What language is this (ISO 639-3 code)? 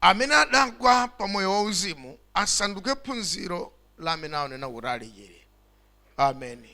nya